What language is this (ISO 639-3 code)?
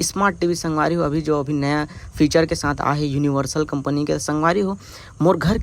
hne